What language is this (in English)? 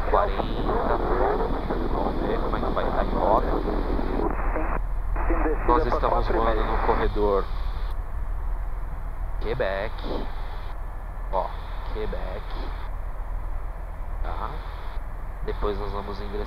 Portuguese